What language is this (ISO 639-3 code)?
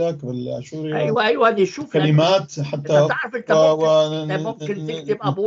apc